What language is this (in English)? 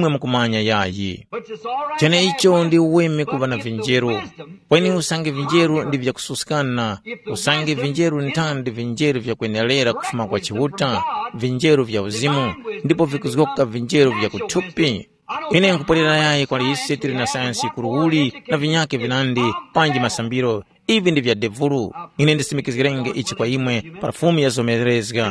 Tumbuka